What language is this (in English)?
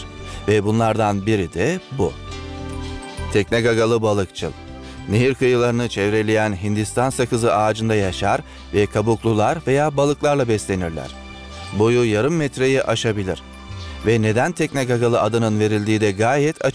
Turkish